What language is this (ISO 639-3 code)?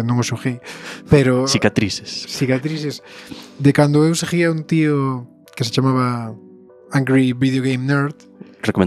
glg